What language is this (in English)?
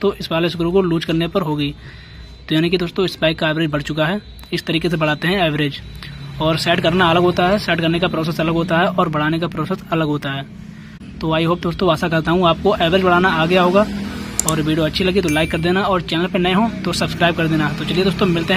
Hindi